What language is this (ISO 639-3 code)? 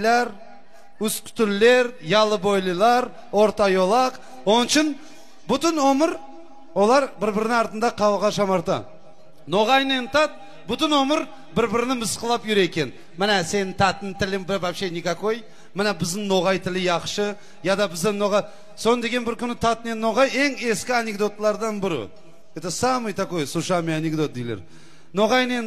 crh